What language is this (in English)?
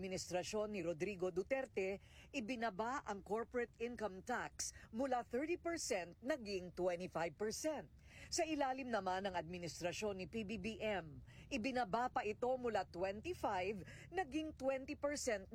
Filipino